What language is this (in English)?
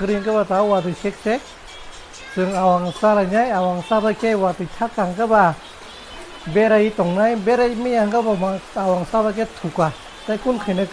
Kok Borok